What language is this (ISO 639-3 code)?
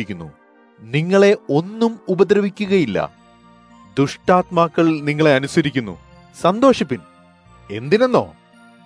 mal